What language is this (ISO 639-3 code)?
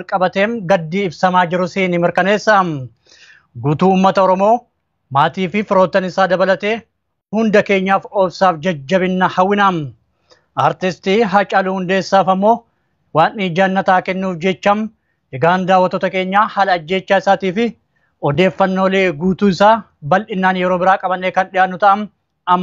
orm